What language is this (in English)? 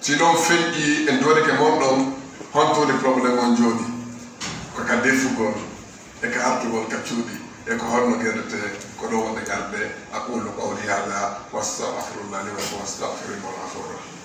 Fula